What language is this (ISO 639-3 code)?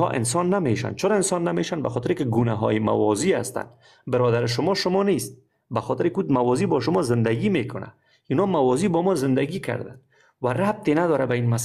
fas